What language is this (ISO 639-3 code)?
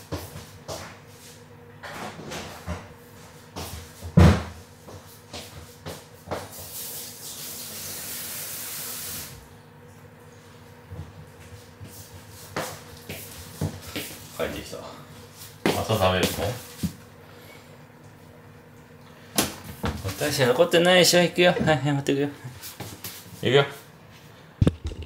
jpn